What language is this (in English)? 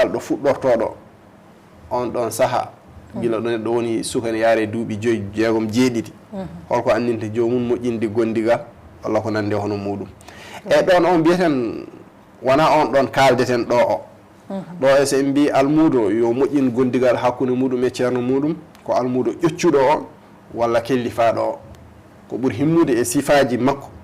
Fula